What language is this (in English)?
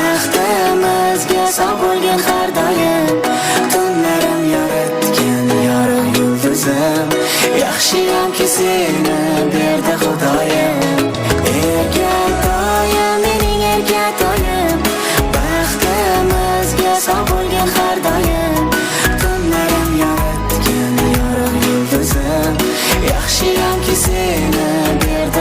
Kara-Kalpak